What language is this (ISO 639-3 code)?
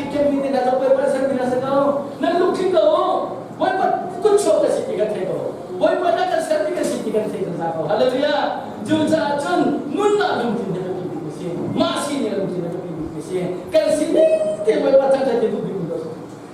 cnh